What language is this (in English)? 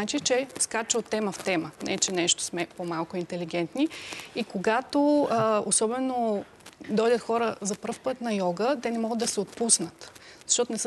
Bulgarian